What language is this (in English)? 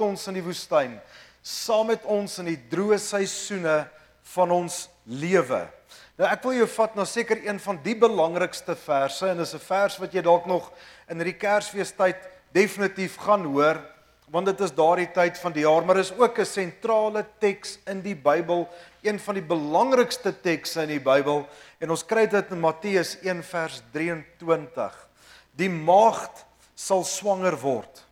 Afrikaans